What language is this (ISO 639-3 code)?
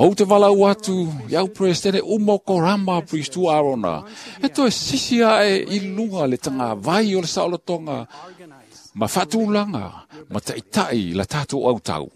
smo